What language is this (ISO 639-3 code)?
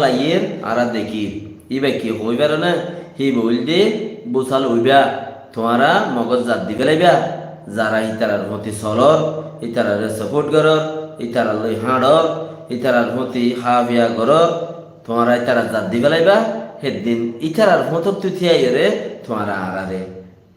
rhg